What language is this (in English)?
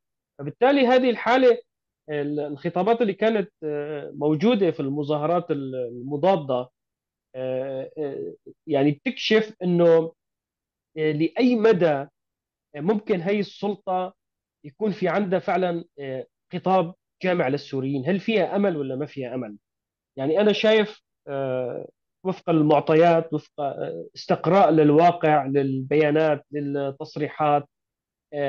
North Levantine Arabic